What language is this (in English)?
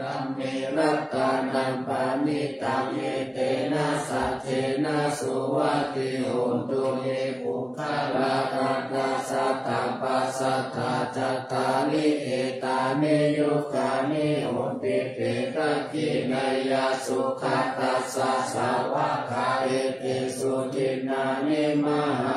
Pali